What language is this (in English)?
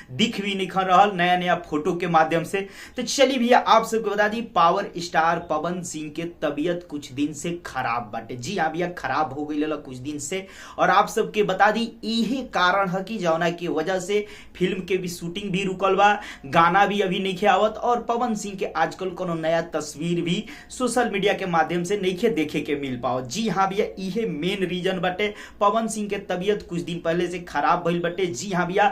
Bhojpuri